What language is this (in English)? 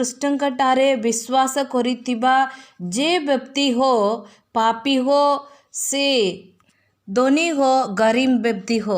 Odia